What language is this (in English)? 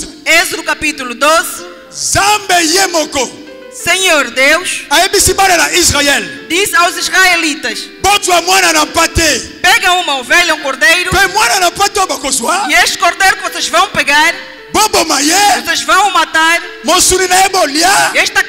Portuguese